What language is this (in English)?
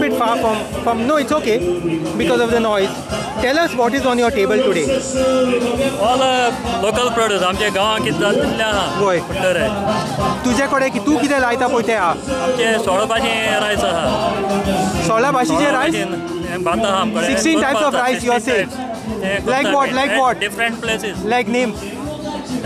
Konkani